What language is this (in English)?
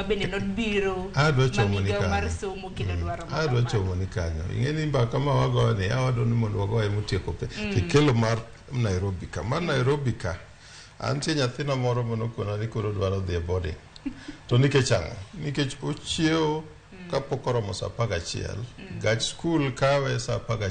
Luo (Kenya and Tanzania)